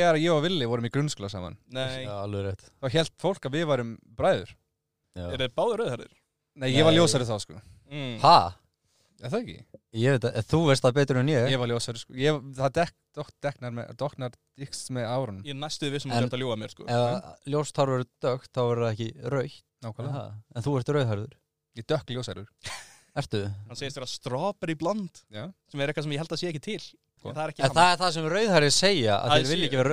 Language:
Icelandic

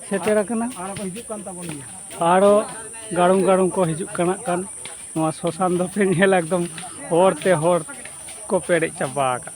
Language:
Santali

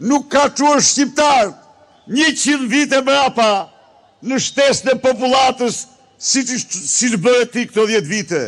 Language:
Albanian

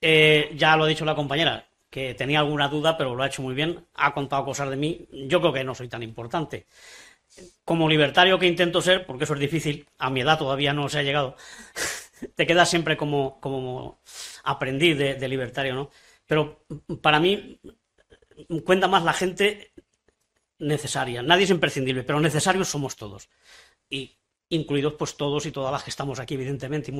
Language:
Spanish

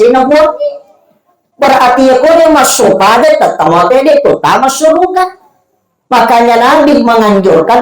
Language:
Buginese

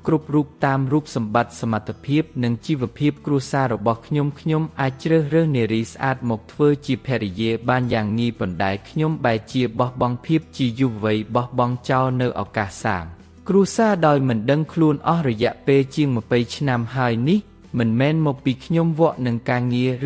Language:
Khmer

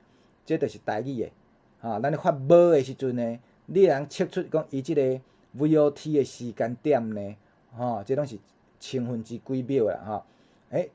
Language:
Min Nan Chinese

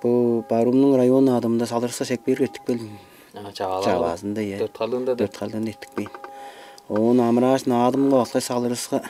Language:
Tuvinian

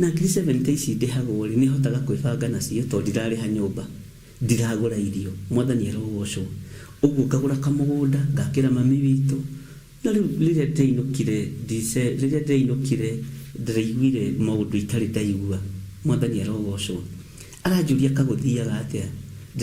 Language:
Kikuyu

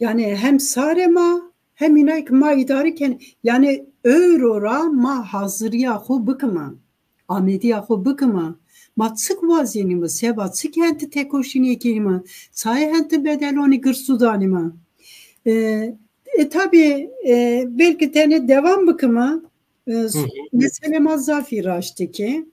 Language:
Zaza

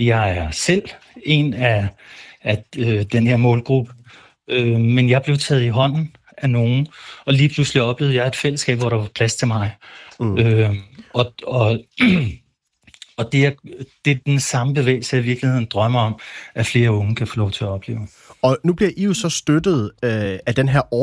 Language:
Danish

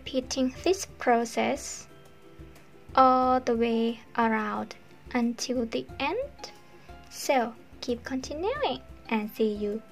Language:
English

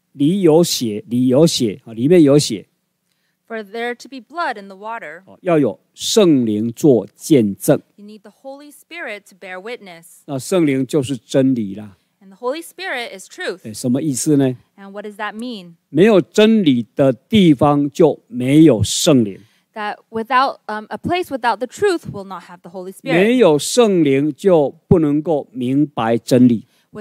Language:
Chinese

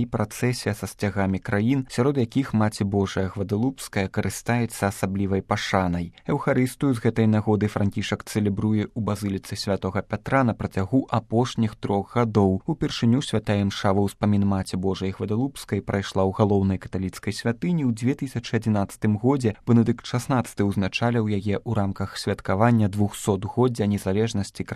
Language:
Belarusian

